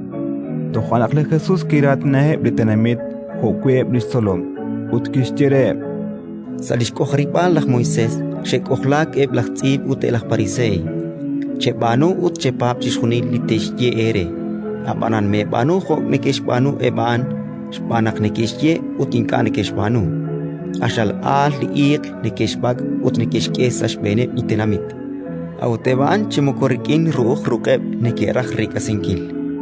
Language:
Kekchí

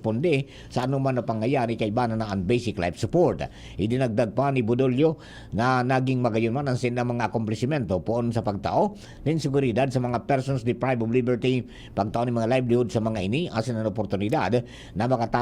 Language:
Bikol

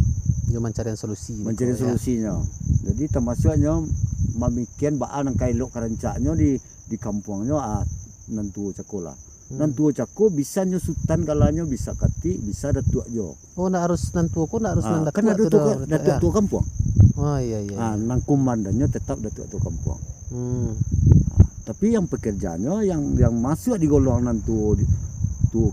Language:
Minangkabau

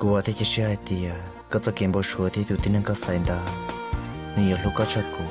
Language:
Hmong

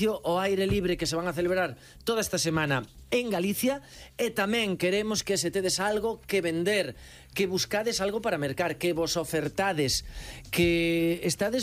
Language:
Galician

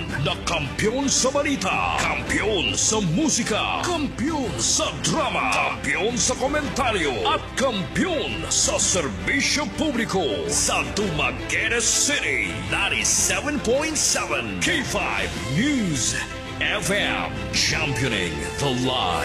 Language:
Cebuano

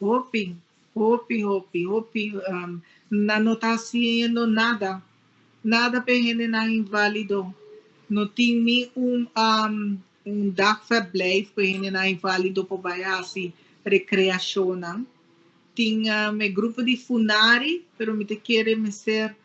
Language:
Papiamento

